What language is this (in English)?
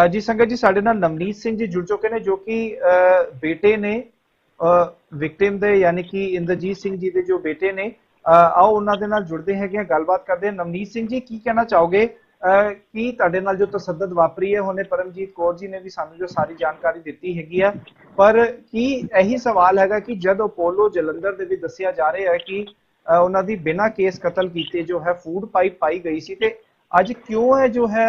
Punjabi